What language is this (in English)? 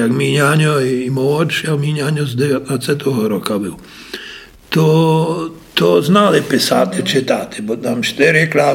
Rusyn